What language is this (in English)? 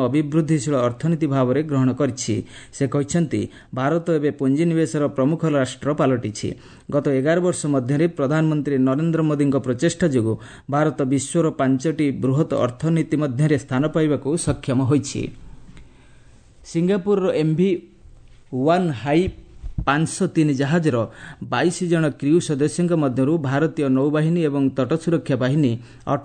Odia